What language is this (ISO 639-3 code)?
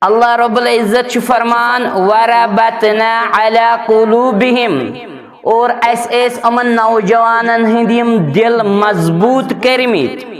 kas